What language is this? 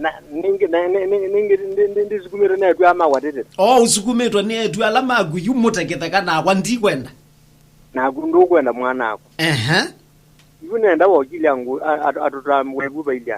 Kamba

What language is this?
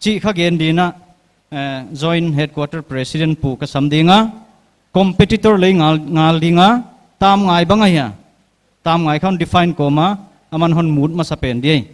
Paite Chin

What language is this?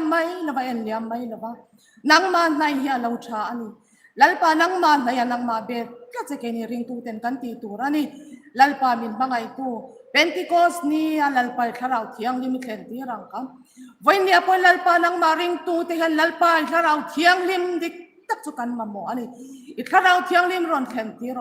Hmar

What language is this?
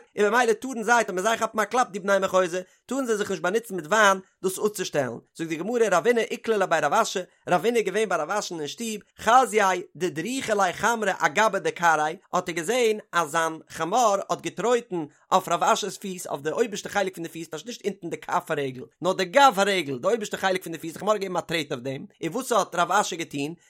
Yiddish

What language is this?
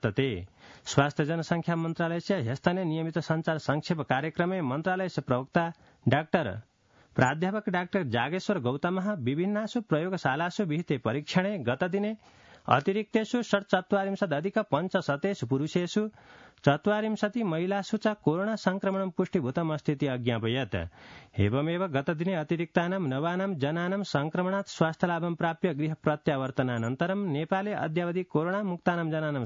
Sanskrit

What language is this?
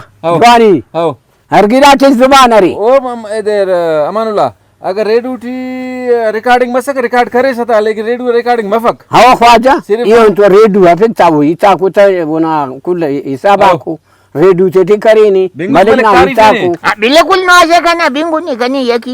Brahui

